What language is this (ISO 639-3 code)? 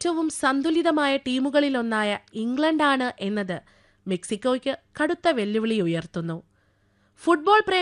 mal